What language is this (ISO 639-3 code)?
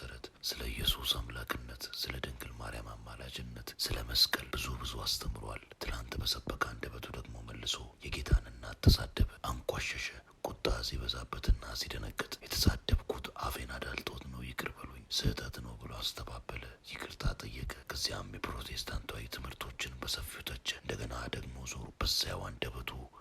amh